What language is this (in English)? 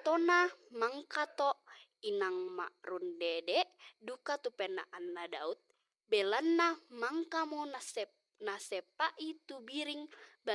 Toraja-Sa'dan